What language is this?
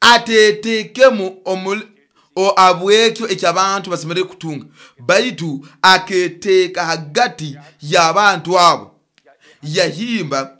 Nyoro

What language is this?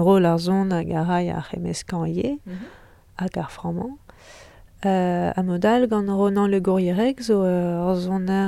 Breton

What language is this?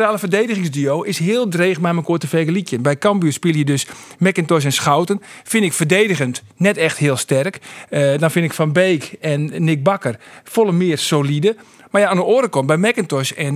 Western Frisian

